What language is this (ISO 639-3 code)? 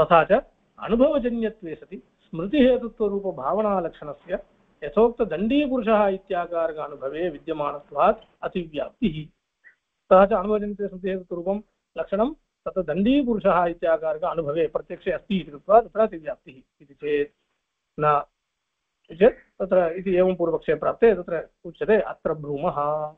san